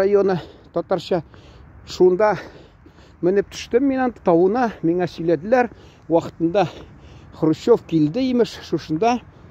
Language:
Tatar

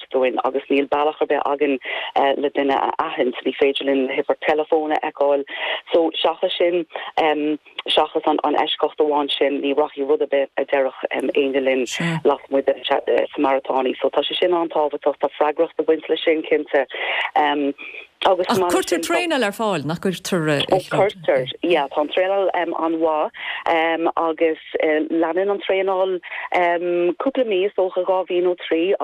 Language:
Irish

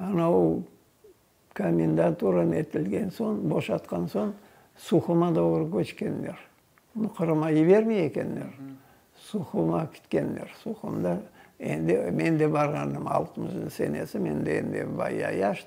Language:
Crimean Tatar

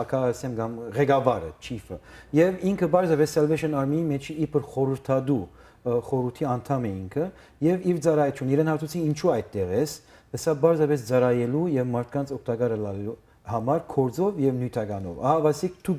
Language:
Western Armenian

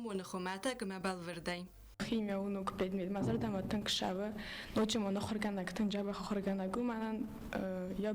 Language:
Ossetic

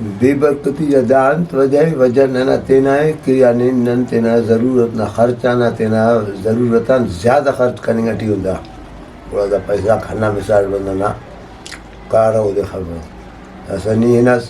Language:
Brahui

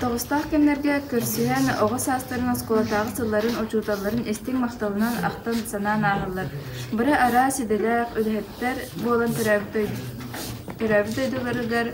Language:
Yakut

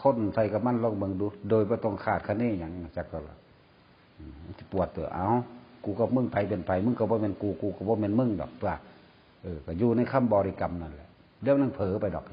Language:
Northeastern Thai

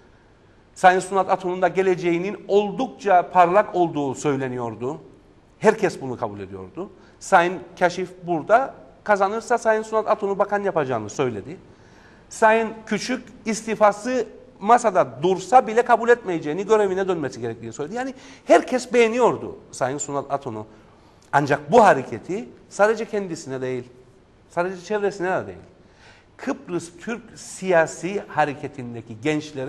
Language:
Turkish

